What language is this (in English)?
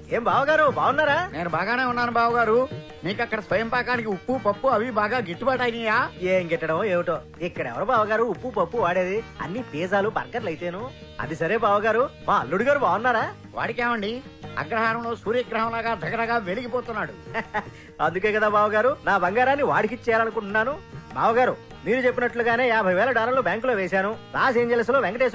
Telugu